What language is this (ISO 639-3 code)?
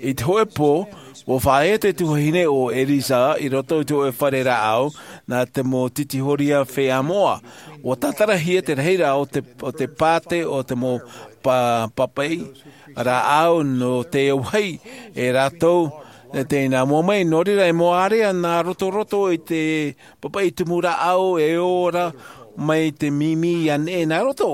tah